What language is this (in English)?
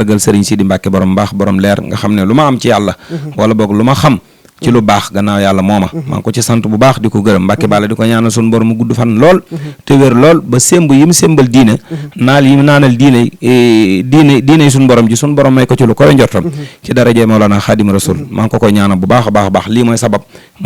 Wolof